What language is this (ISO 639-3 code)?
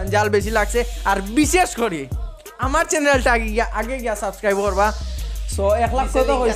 syl